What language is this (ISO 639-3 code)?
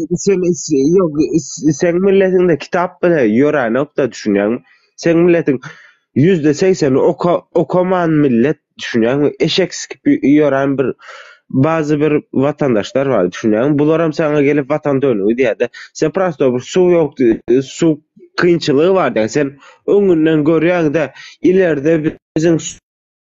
tuk